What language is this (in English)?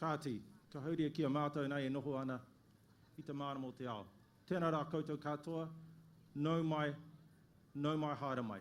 Māori